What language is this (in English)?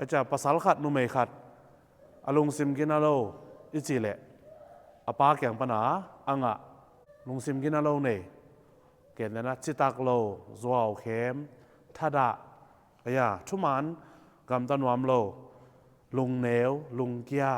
Tedim Chin